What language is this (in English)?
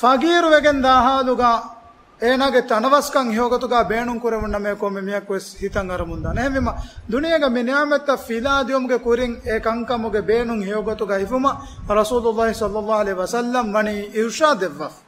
Divehi